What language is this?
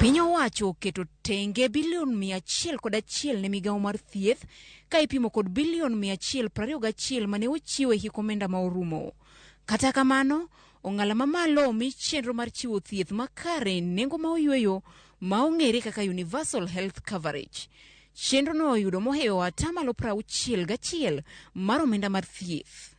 Luo (Kenya and Tanzania)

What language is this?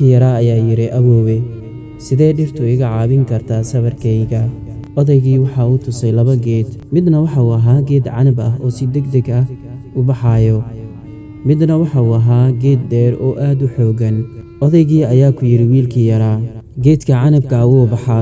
Somali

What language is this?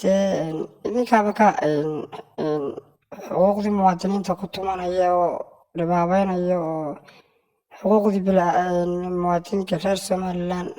Somali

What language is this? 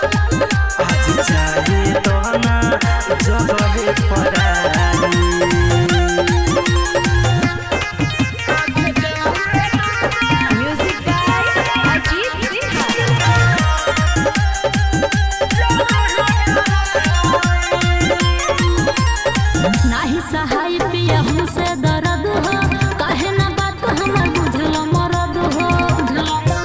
Bhojpuri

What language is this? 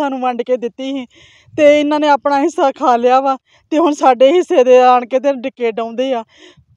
Punjabi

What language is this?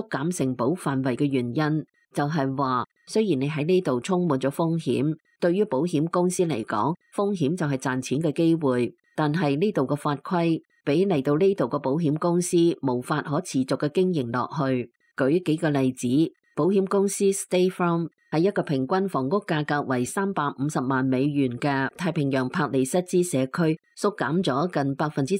Cantonese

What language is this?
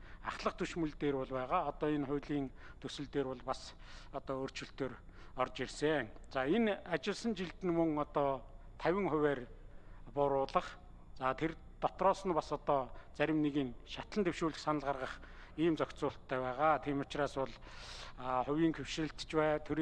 Mongolian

